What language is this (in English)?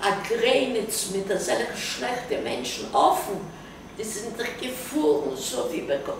Yiddish